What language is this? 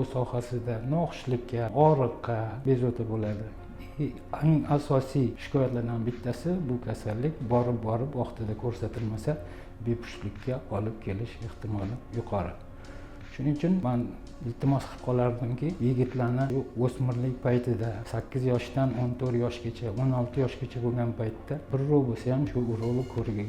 Uzbek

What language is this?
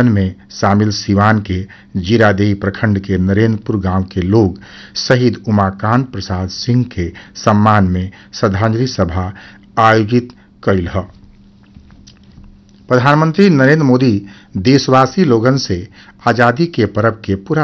Bhojpuri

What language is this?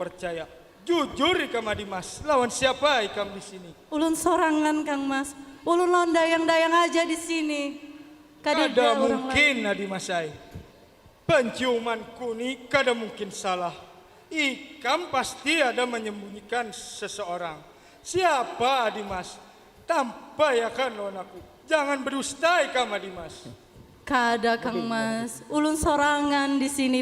Banjar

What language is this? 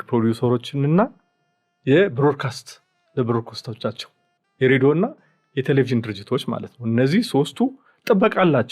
Amharic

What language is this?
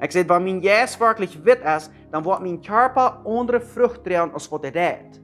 Plautdietsch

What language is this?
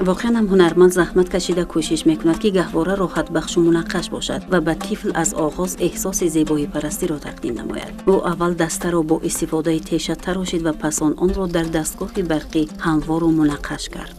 Tajik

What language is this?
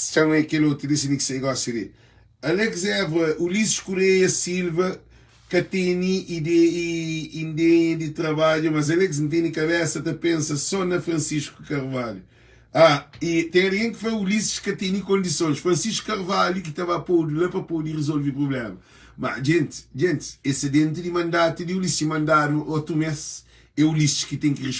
Kabuverdianu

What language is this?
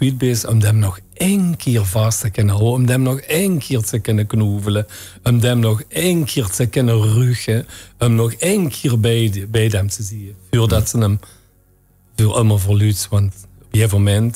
Limburgish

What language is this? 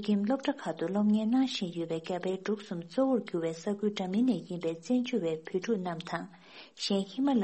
Tibetan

